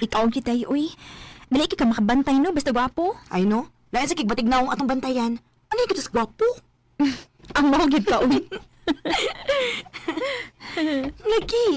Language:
Cebuano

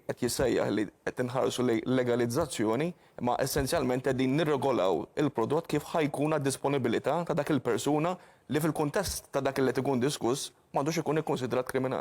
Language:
Maltese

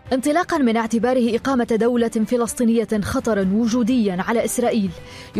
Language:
Arabic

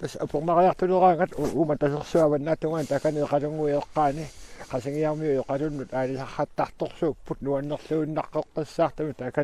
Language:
Kalaallisut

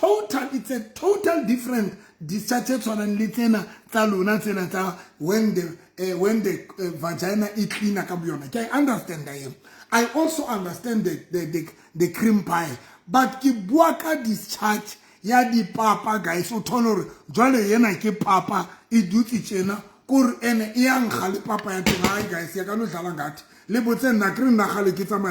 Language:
Southern Sotho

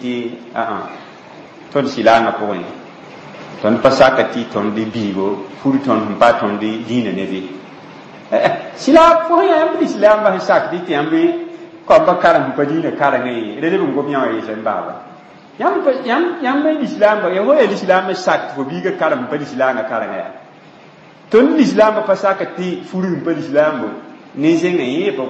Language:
Mossi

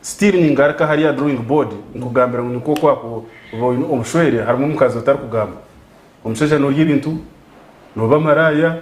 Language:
Nyankole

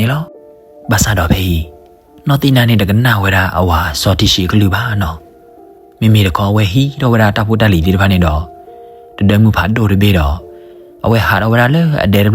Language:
S'gaw Karen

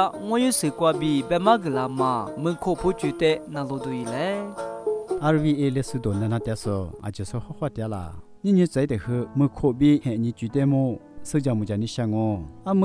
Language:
Lisu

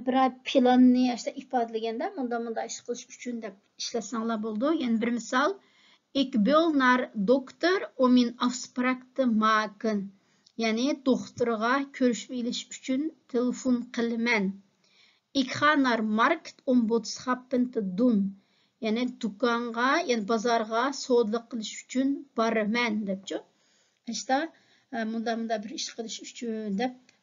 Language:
Uyghur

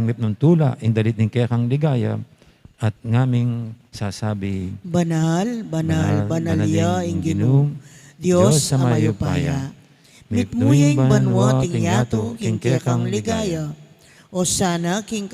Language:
Pampanga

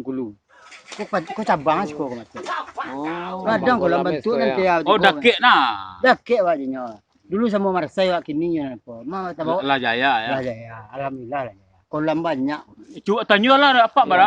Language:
Minangkabau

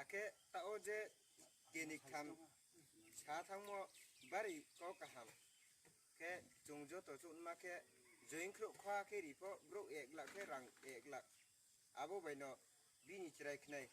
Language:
Riang (India)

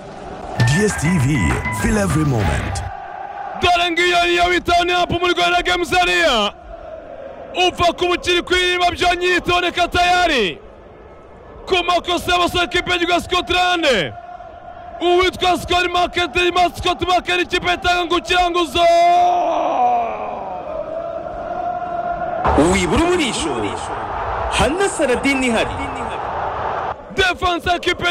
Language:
Kinyarwanda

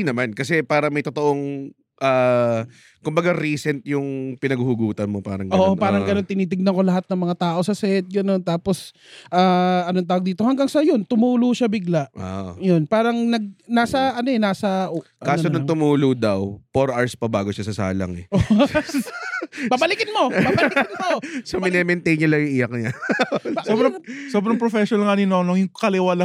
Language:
Filipino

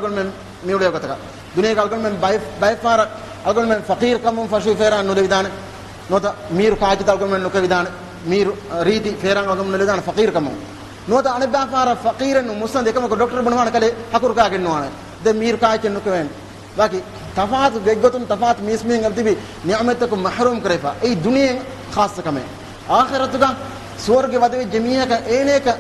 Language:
Divehi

